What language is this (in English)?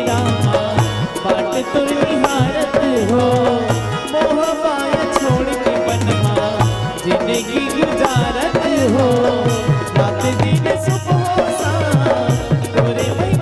Chhattisgarhi